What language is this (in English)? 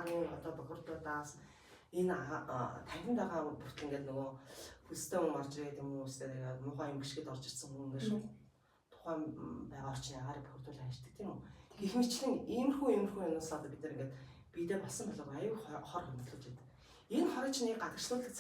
Mongolian